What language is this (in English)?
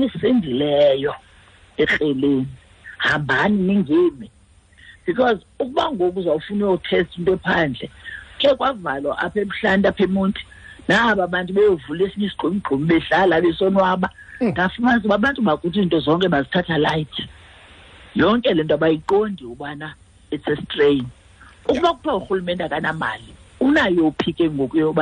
Xhosa